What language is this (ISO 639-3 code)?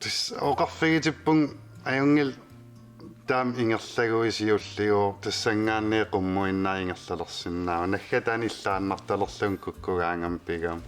kal